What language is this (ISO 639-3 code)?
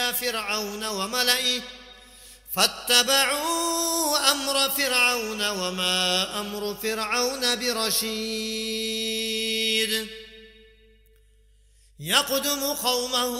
ara